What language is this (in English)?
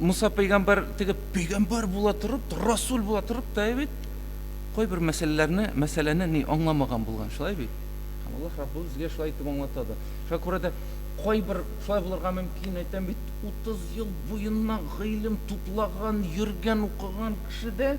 Tatar